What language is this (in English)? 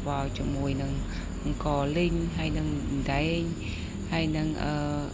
Khmer